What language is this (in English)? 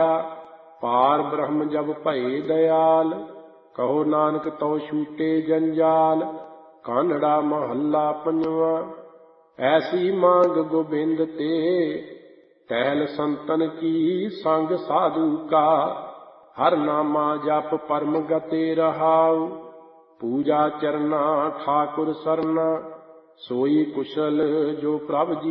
Punjabi